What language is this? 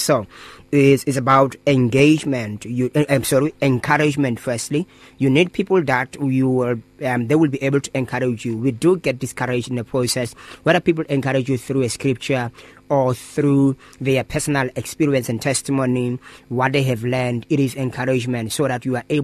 English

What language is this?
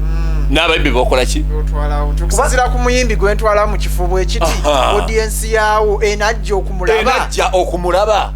Ganda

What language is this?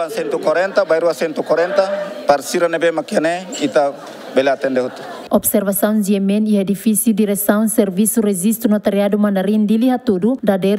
Tetum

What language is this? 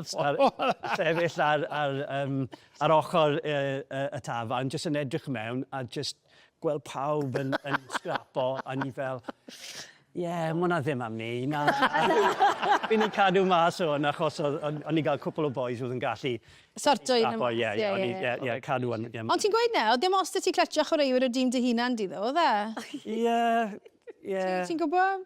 Welsh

